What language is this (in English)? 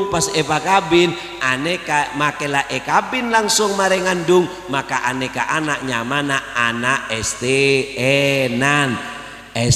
Madurese